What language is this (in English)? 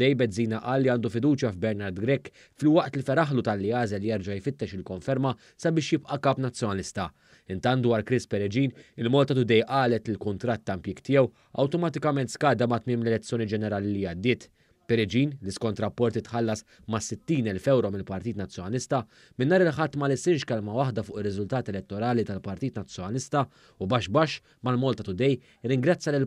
Maltese